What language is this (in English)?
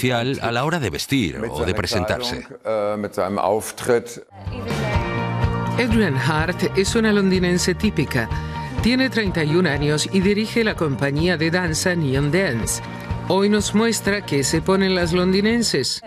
Spanish